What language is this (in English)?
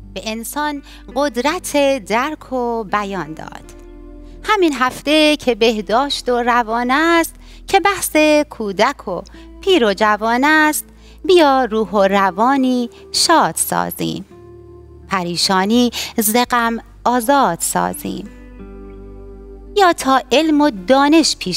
Persian